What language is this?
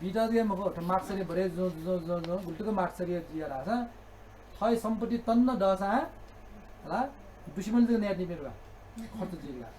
Newari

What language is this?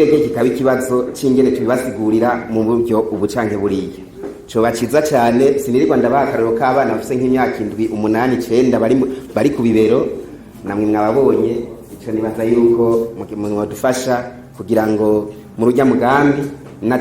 Rundi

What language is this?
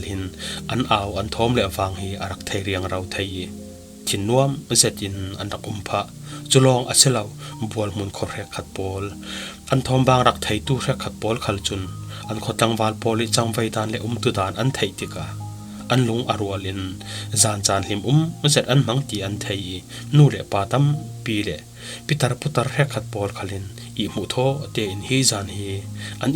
Falam Chin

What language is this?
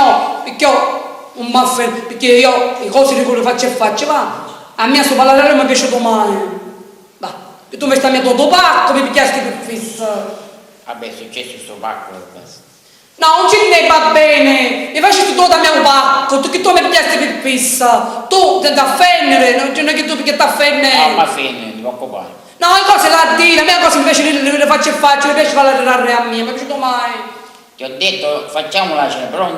Sicilian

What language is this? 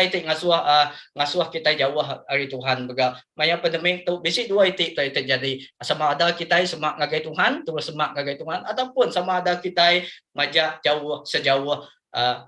Iban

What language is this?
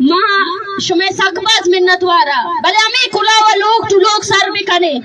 Baluchi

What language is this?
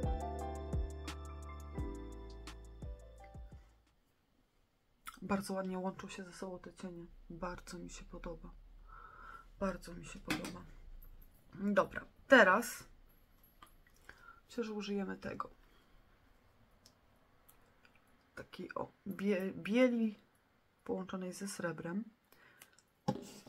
Polish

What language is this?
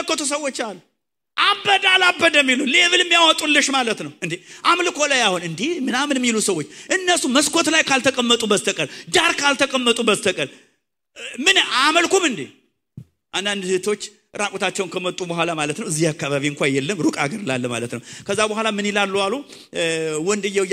Amharic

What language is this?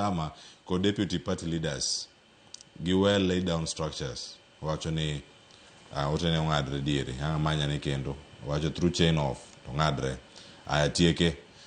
Luo (Kenya and Tanzania)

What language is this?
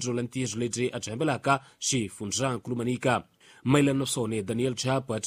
Tsonga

